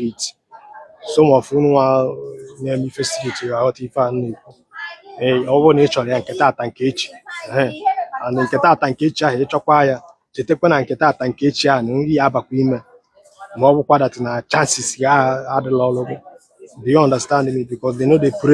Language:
Igbo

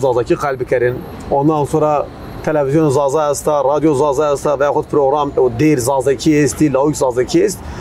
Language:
Zaza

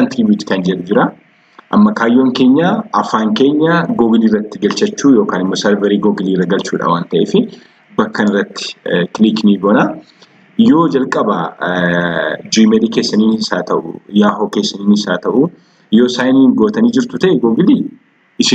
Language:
Oromo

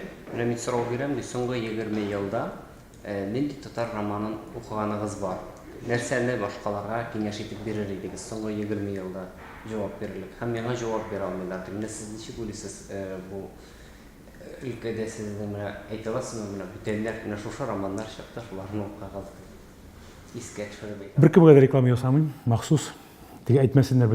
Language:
Tatar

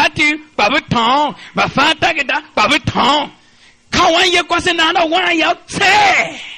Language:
Tiv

